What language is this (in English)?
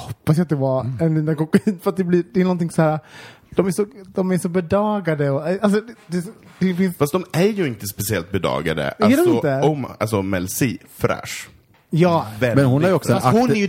Swedish